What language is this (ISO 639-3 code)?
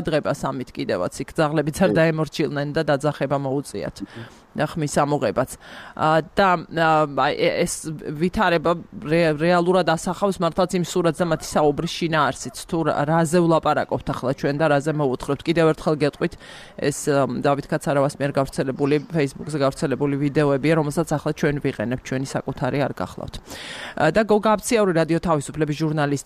kat